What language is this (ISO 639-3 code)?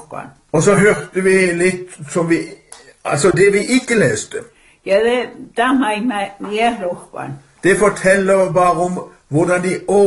nor